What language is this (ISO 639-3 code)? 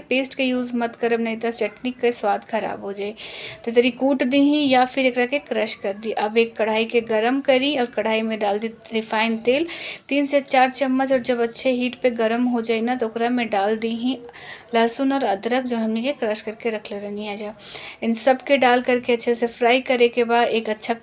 bho